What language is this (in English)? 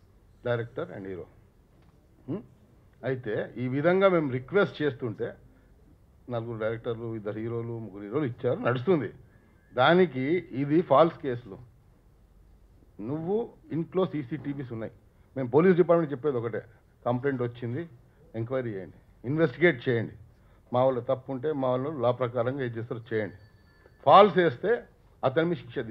Telugu